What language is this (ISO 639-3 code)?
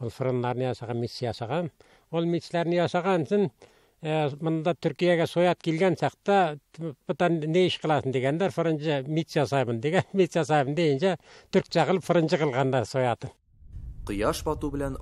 tat